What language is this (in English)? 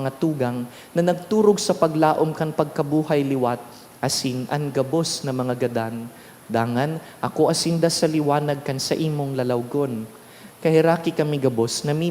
Bikol